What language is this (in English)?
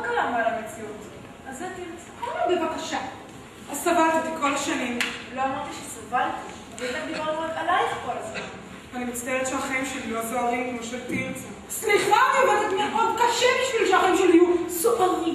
Hebrew